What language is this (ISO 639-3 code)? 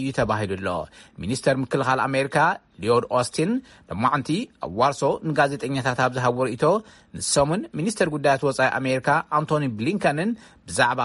tir